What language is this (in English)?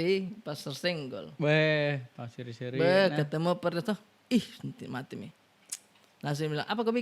Makassar Malay